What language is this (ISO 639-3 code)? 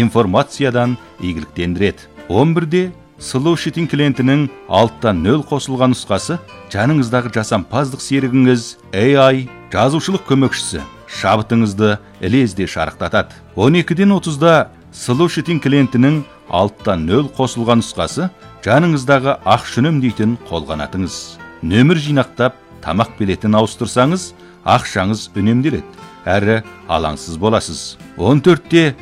kaz